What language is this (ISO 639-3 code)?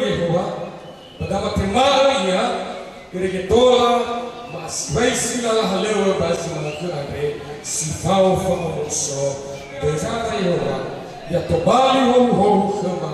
nia